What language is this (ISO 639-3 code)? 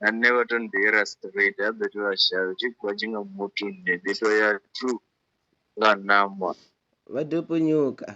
ven